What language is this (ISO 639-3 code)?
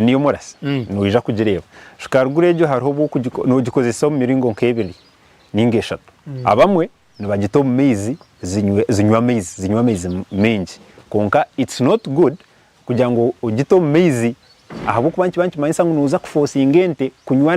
nyn